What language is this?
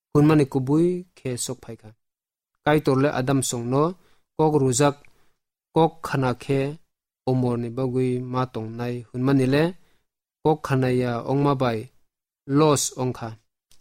Kok Borok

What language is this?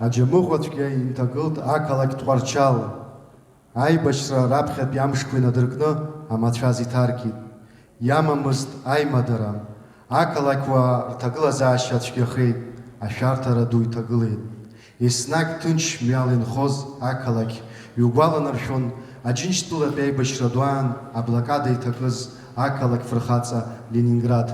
Abkhazian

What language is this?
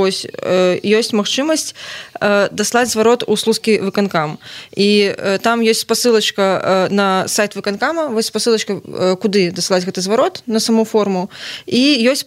Belarusian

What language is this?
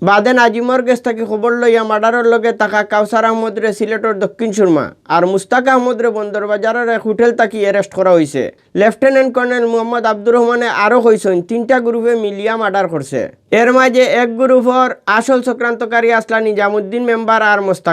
Sylheti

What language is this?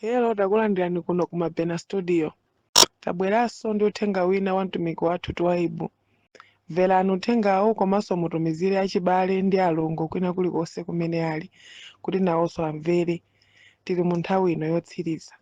Nyanja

